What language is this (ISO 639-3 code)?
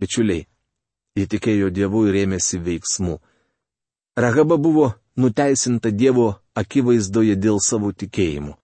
lit